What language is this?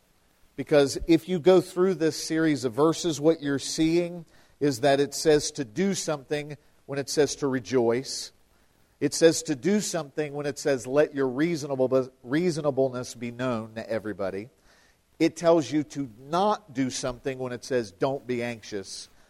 English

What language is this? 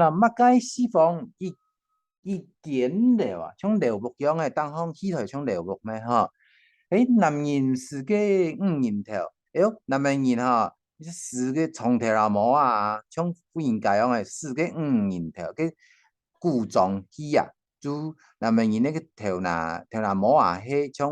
Hakka Chinese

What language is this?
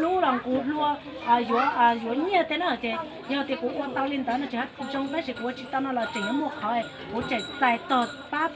Hmong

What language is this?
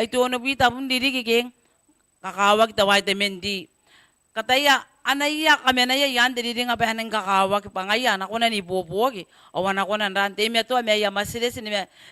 Gilbertese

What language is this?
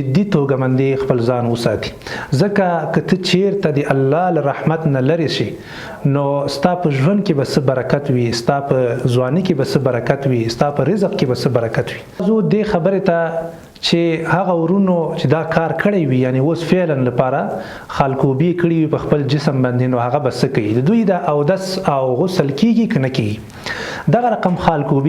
Pashto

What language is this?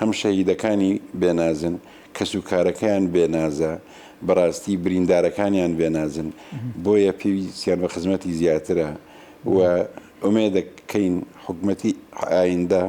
Central Kurdish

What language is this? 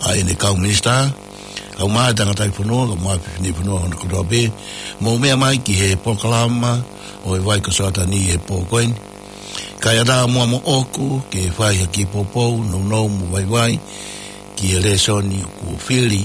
Tongan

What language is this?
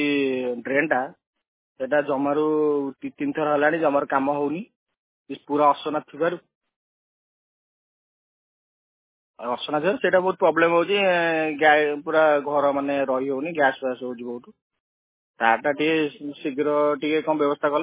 Odia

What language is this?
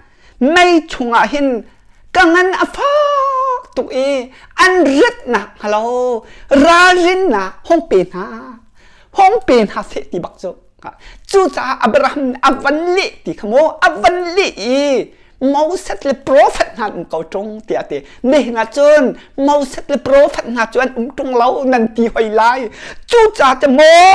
Hakha Chin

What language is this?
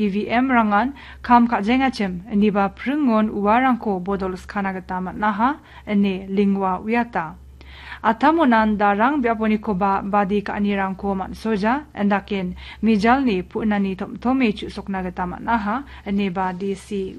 Garo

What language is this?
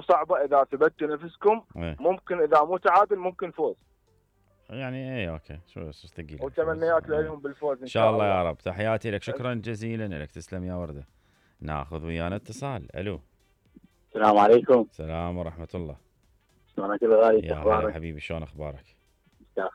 Mesopotamian Arabic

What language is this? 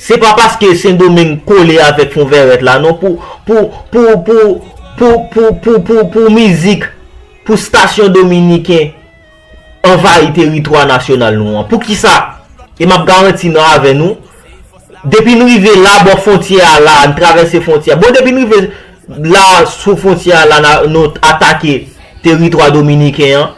Haitian Creole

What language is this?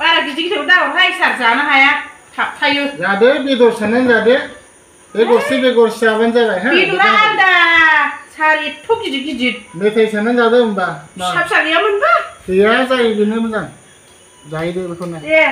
Bodo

